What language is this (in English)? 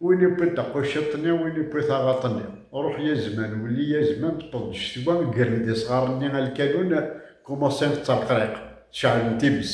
Kabyle